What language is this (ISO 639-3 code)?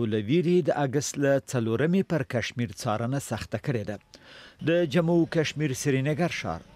pus